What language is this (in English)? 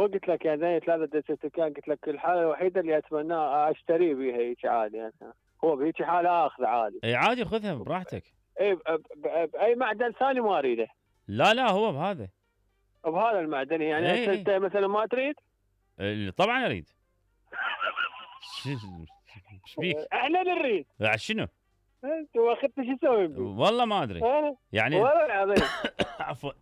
Mesopotamian Arabic